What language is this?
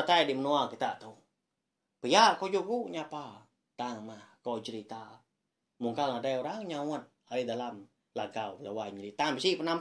Iban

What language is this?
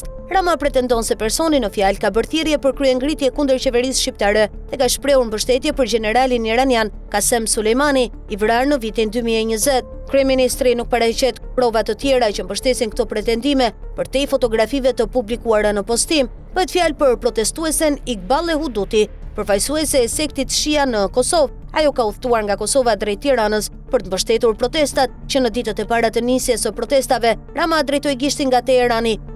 Albanian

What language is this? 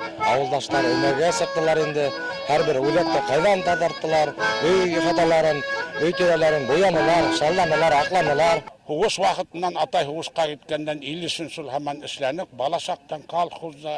Bashkir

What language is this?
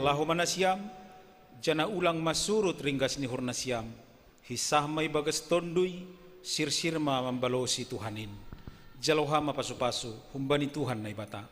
Batak Simalungun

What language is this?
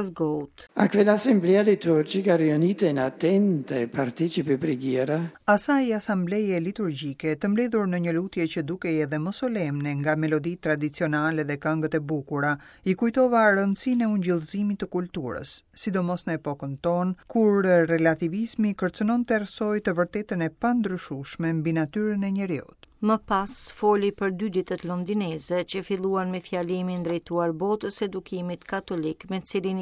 Albanian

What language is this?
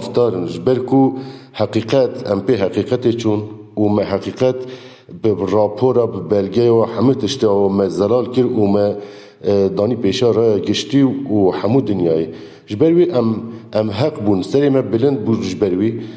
Kurdish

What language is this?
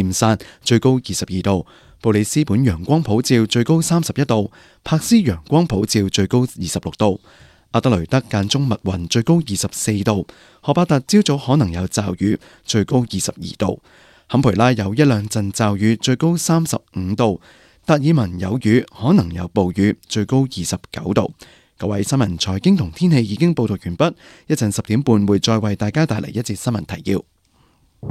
Cantonese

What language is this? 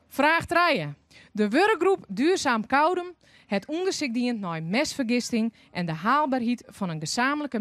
Western Frisian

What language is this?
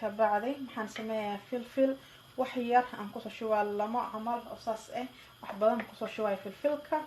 Somali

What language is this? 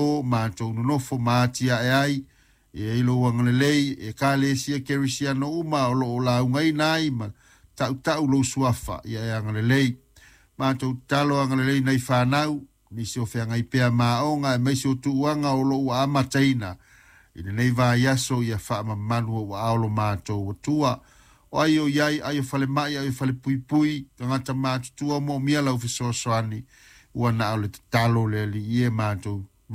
Samoan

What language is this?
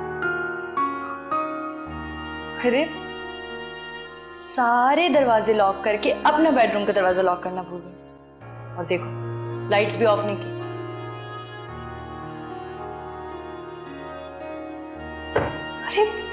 Hindi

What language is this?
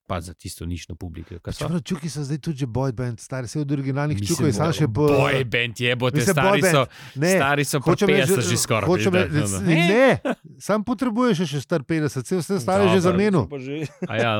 Slovenian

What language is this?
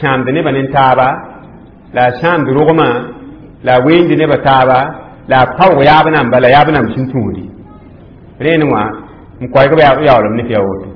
Mossi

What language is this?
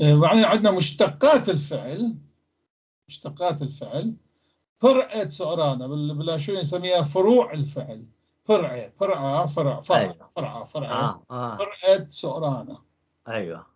North Levantine Arabic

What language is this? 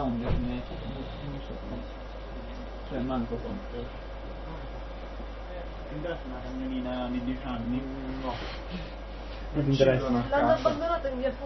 Italian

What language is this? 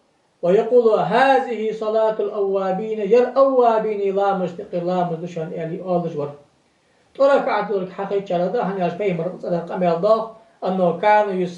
Ingush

